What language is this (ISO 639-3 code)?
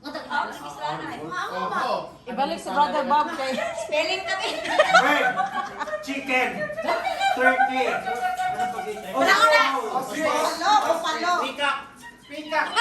ceb